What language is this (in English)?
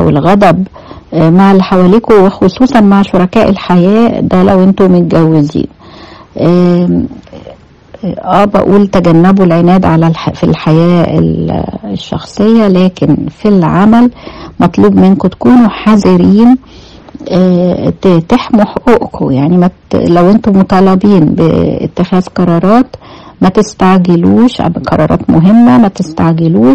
Egyptian Arabic